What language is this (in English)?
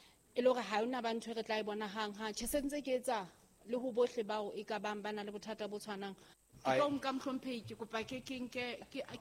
Southern Sotho